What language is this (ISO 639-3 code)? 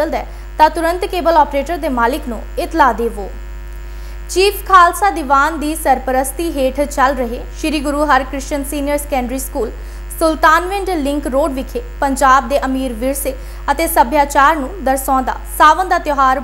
pan